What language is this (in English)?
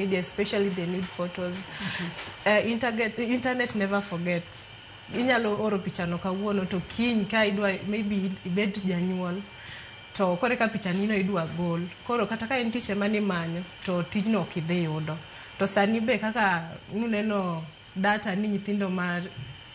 Luo (Kenya and Tanzania)